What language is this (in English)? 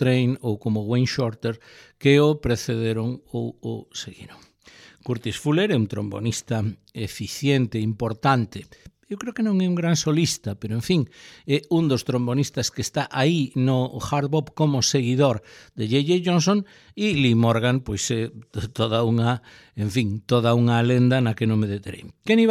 Galician